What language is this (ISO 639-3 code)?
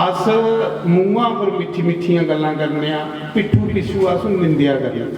doi